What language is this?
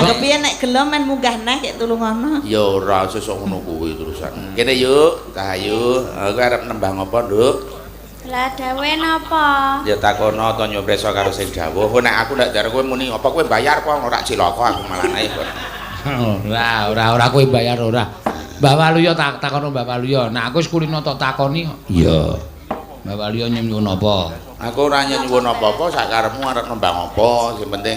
Javanese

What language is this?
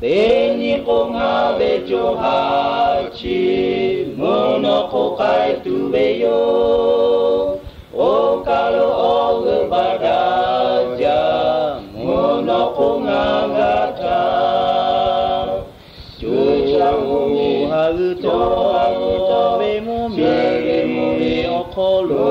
Lahu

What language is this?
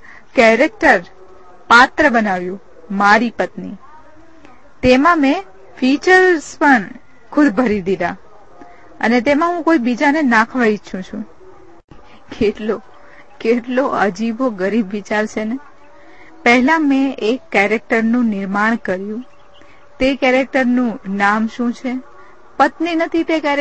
Gujarati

